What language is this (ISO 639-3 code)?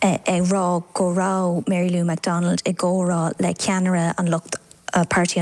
gle